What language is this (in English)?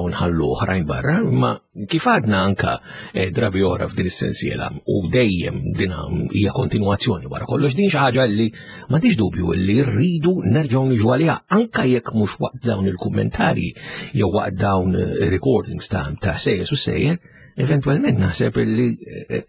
Maltese